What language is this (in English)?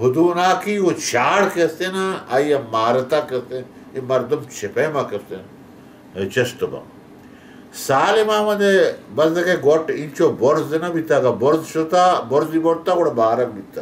Baluchi